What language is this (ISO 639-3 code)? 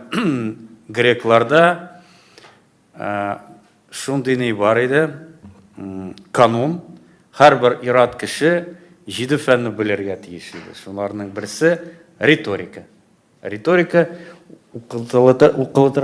tat